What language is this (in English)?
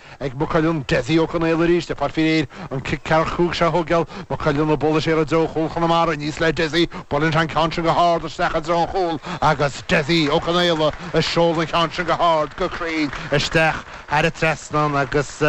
Irish